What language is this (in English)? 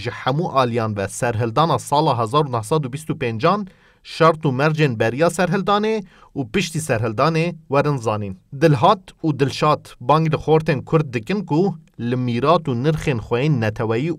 Kurdish